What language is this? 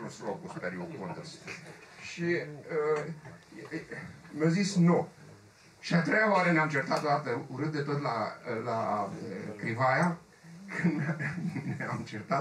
Romanian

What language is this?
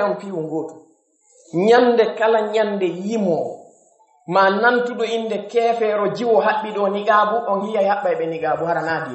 Pular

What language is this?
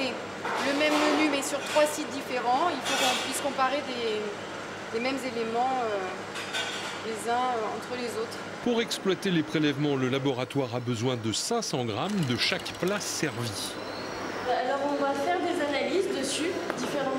French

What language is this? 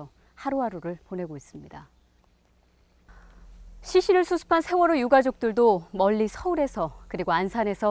Korean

